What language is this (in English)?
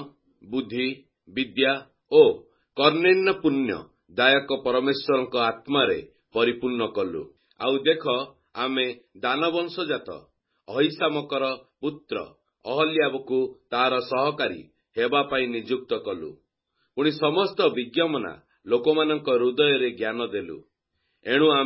Odia